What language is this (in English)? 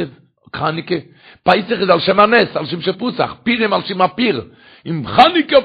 Yiddish